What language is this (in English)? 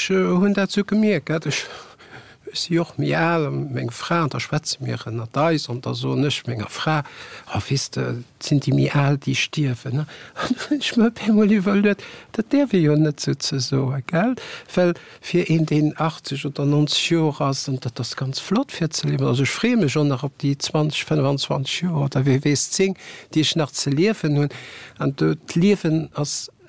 Luxembourgish